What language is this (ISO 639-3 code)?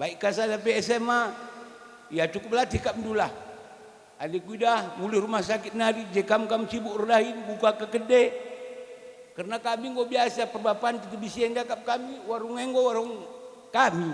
btx